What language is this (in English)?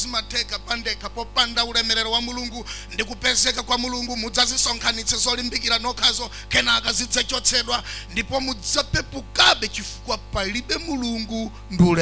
Nyanja